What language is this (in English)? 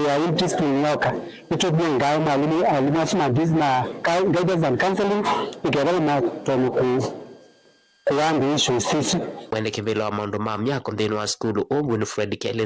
Kamba